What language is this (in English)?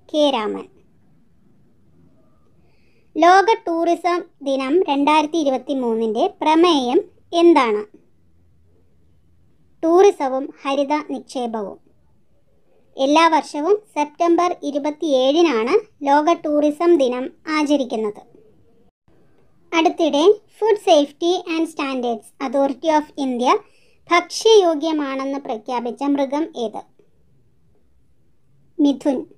Malayalam